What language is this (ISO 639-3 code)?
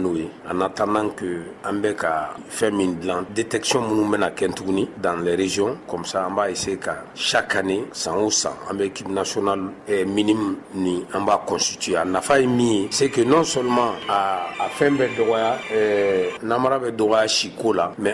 bam